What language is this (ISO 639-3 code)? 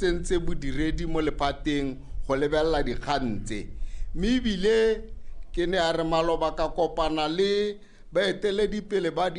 tsn